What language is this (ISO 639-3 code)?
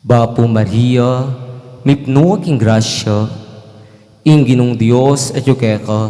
pam